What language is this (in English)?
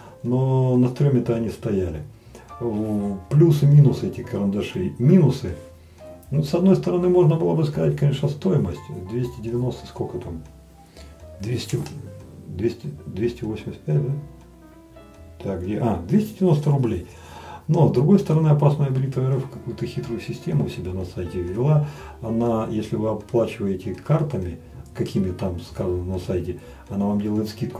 Russian